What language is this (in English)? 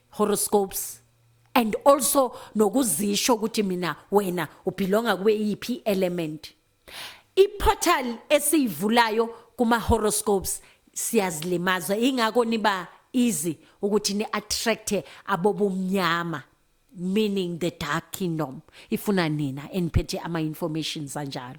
Zulu